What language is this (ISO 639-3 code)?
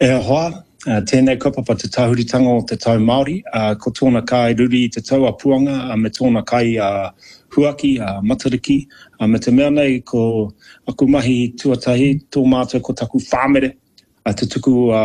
mri